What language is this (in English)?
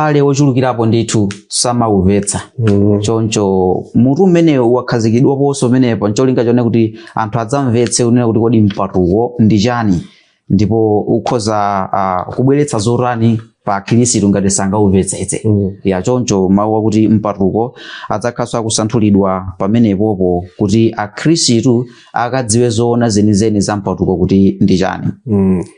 Nyanja